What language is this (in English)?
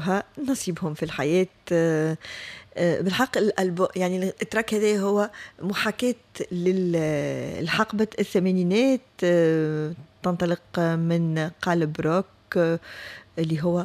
Tunisian Arabic